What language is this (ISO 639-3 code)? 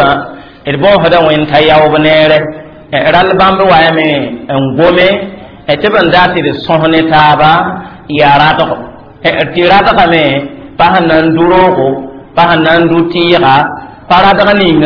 mos